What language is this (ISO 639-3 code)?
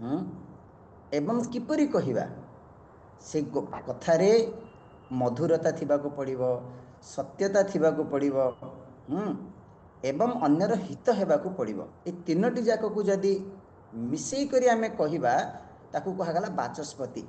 ori